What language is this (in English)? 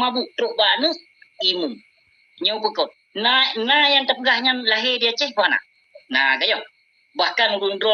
Achinese